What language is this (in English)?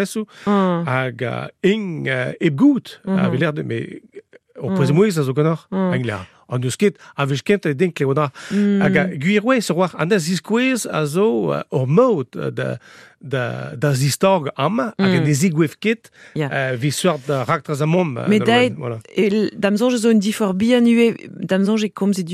Breton